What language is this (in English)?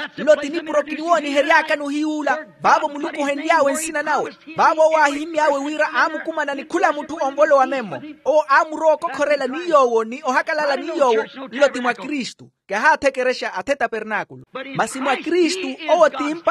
Makhuwa